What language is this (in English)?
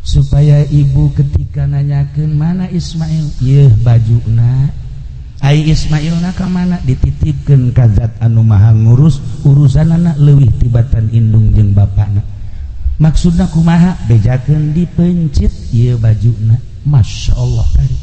Sundanese